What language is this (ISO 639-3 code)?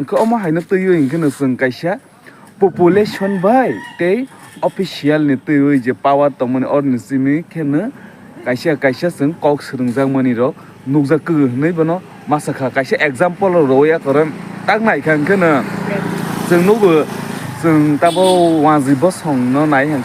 trp